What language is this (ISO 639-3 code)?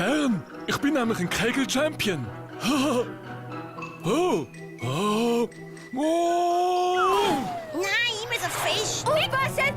gsw